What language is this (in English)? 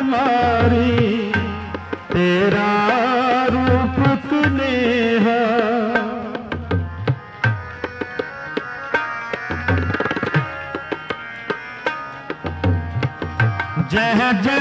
Hindi